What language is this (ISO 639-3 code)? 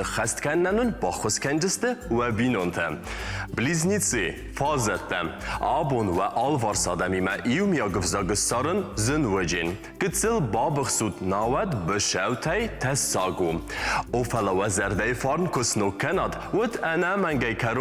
oss